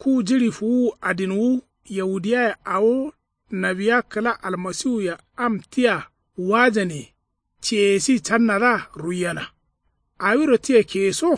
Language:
Kanuri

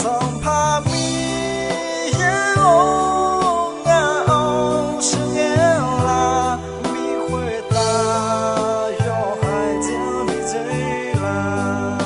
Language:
Akha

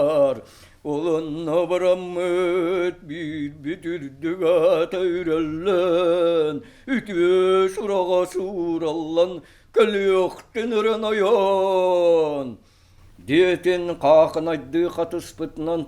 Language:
Yakut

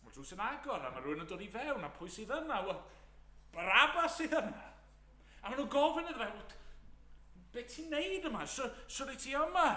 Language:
Welsh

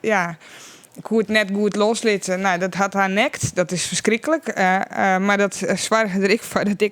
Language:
Western Frisian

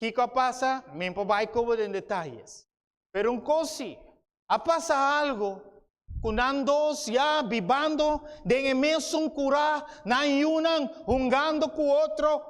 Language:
Papiamento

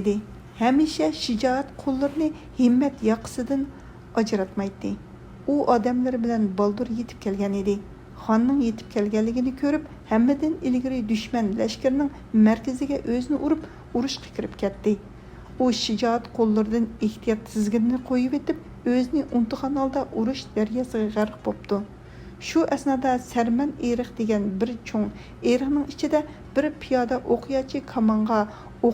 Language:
Uyghur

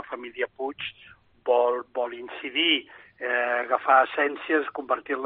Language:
Catalan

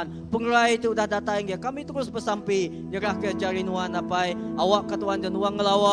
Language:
Iban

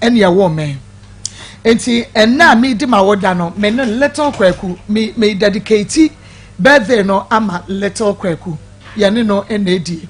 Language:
Akan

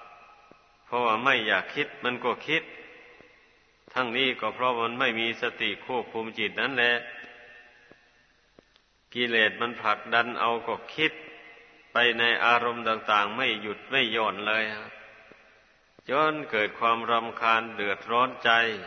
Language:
Thai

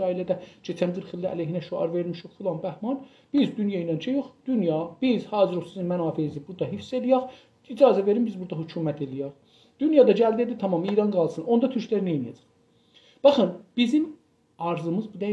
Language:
South Azerbaijani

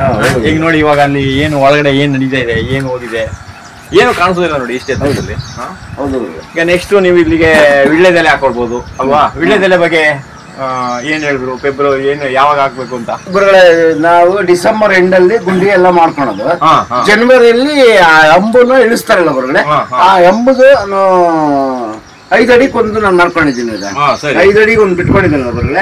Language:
Kannada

